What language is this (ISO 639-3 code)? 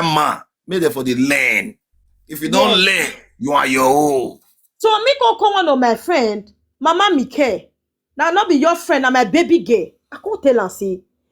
pcm